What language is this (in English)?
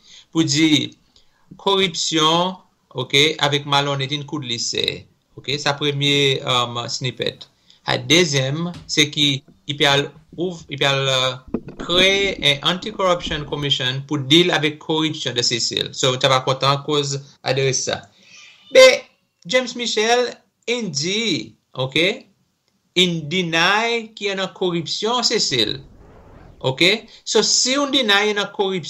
Seselwa Creole French